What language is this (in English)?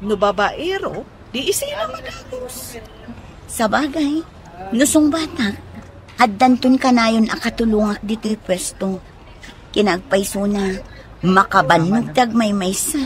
Iloko